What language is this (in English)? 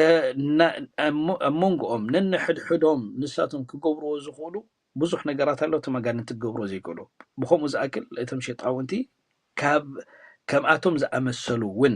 Tigrinya